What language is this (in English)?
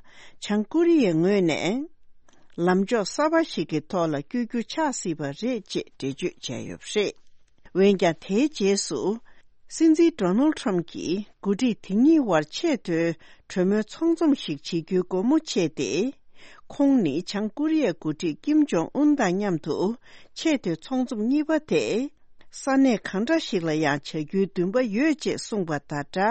Tibetan